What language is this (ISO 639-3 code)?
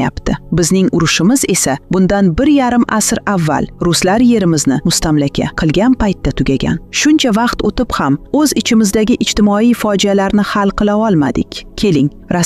uzb